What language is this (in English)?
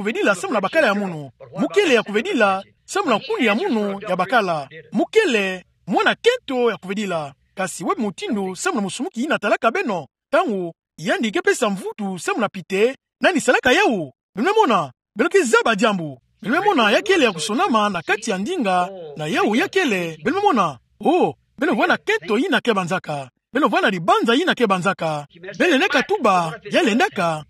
Kituba (Democratic Republic of Congo)